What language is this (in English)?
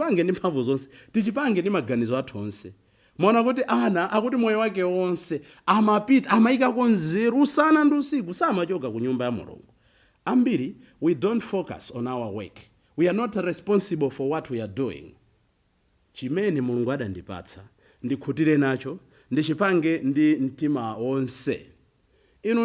Nyanja